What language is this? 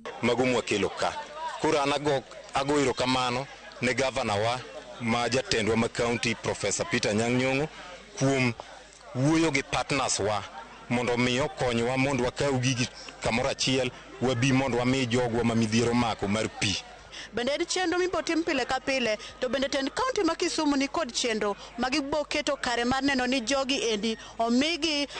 Luo (Kenya and Tanzania)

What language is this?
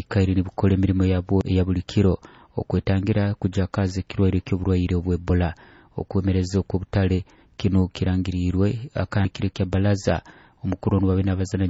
Nyoro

